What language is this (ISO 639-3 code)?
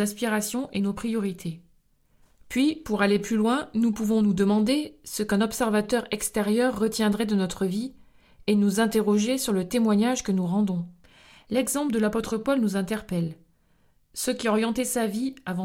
fra